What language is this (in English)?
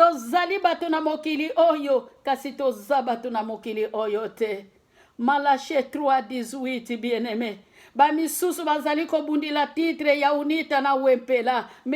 Lingala